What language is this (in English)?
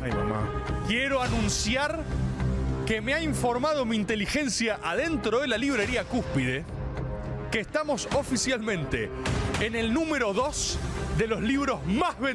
Spanish